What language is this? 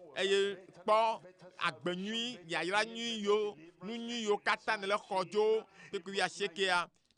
Ewe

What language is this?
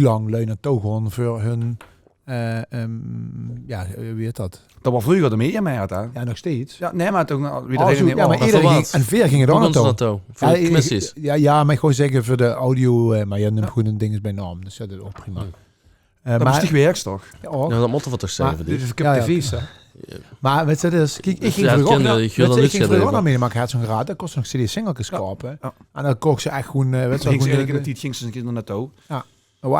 Limburgish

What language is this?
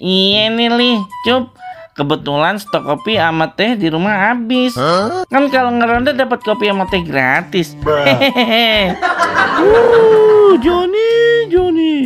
Betawi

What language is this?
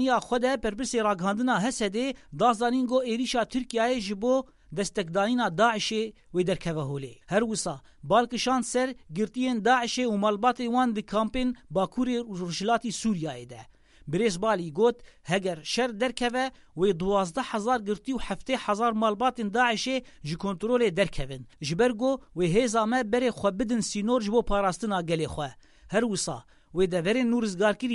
Kurdish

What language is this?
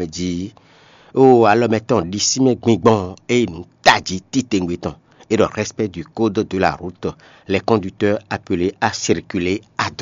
Fon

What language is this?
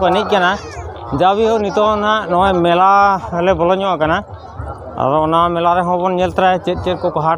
Santali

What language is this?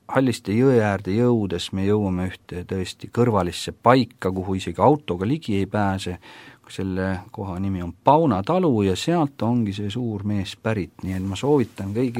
Estonian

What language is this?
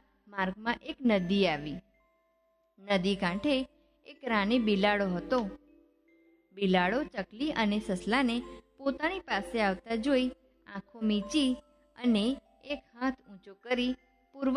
Gujarati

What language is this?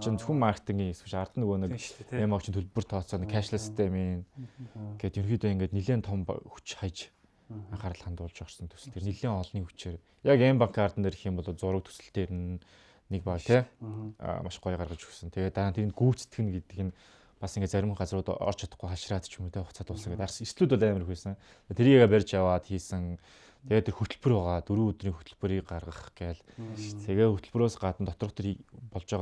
Mongolian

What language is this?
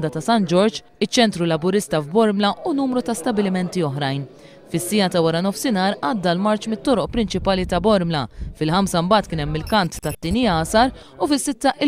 Maltese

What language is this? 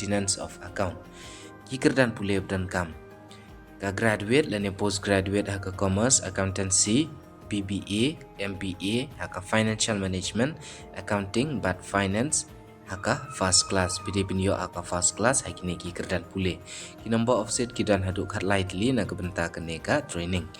Khasi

